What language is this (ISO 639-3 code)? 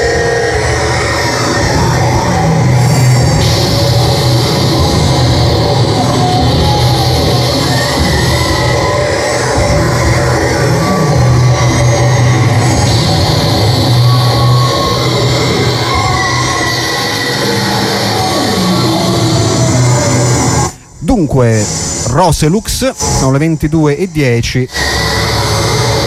ita